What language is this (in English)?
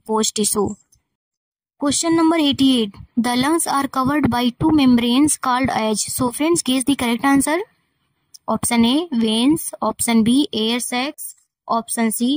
English